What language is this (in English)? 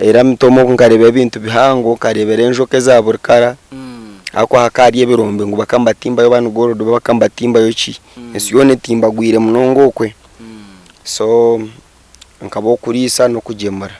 Nyankole